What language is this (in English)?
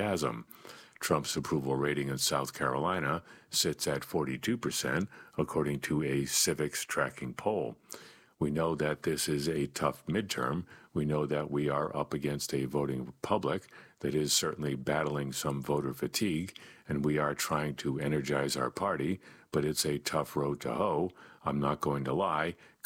English